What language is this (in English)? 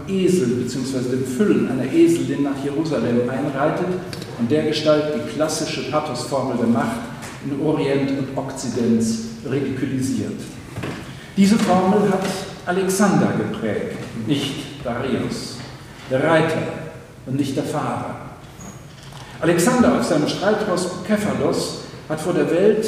German